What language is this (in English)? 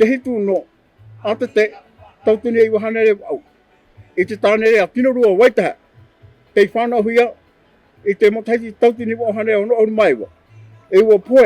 Tahitian